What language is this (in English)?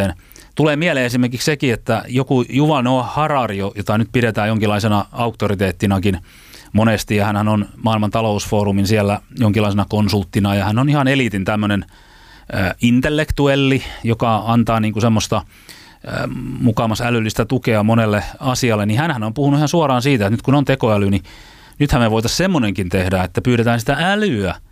Finnish